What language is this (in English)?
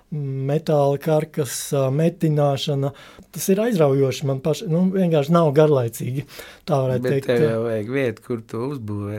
Latvian